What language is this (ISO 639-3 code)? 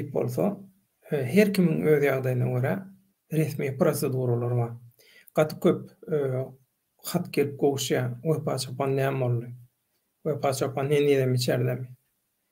tuk